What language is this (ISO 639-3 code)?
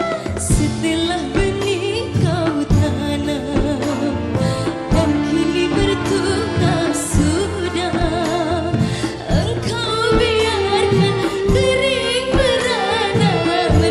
msa